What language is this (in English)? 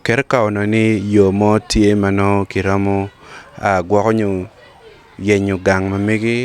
Acoli